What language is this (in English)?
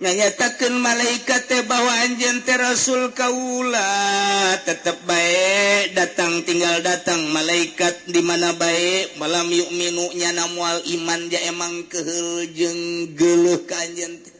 Sundanese